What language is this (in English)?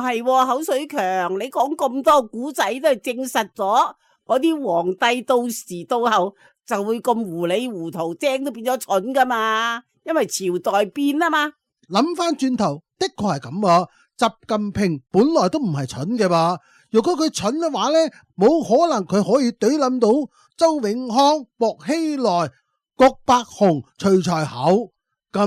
Cantonese